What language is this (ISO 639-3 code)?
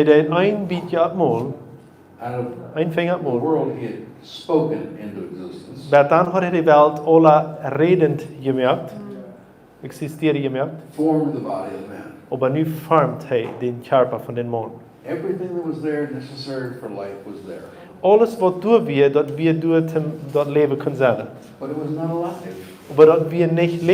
pdt